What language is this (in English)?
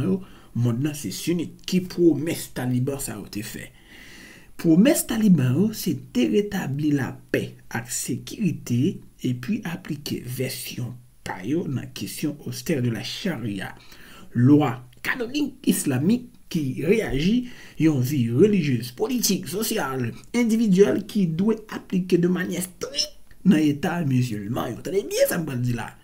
Haitian Creole